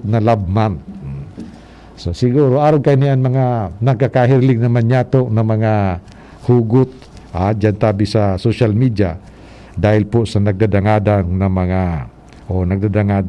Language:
Bikol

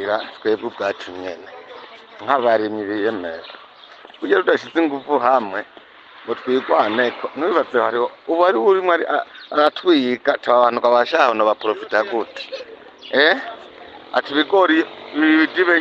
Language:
Rundi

